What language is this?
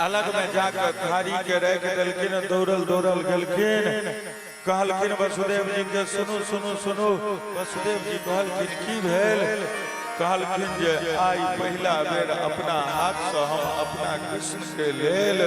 Maithili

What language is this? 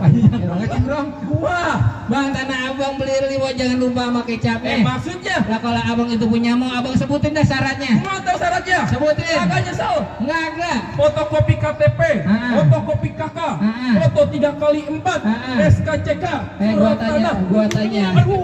Betawi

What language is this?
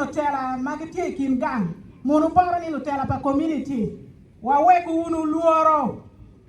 Acoli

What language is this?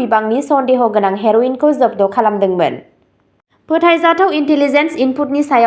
Bodo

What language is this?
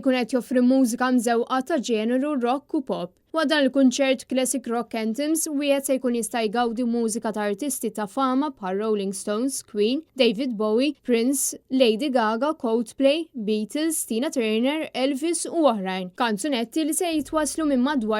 Maltese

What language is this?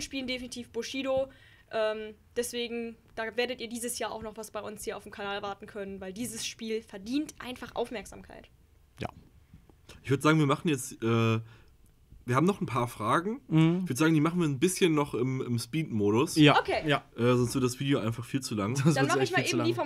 German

